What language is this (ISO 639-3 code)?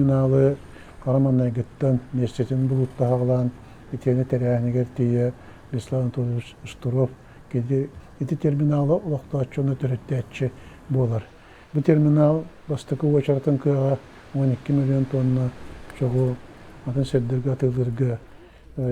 sah